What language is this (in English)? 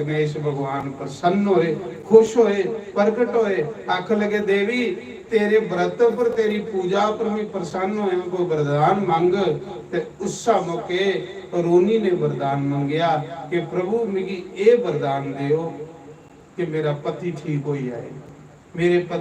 Dogri